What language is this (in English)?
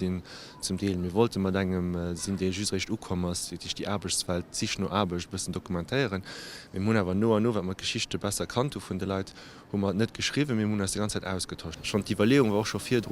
Luxembourgish